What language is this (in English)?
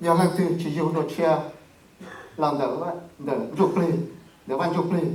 Hmong